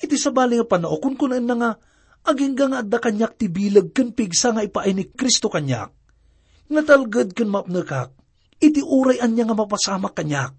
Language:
Iloko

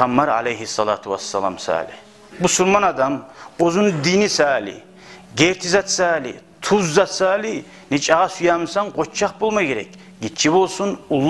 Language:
Kumyk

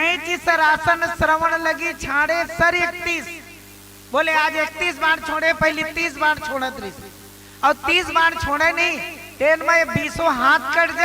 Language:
Chhattisgarhi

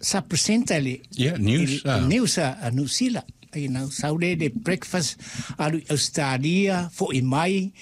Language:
Samoan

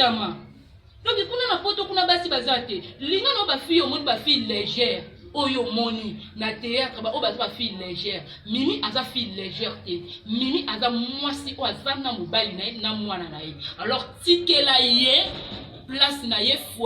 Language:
Lingala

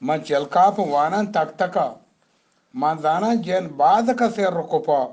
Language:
Eastern Balochi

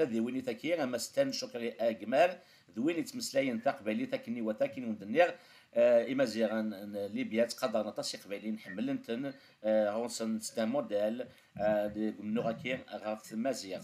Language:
Kabyle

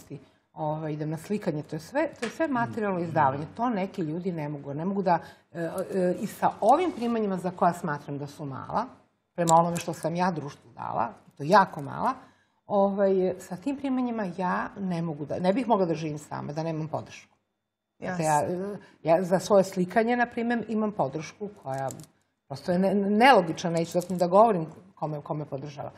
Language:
Serbian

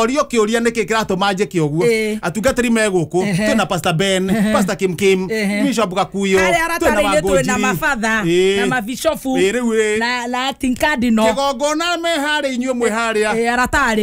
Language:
Kikuyu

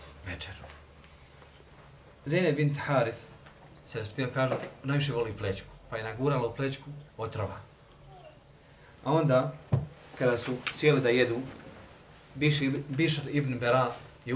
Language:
Bosnian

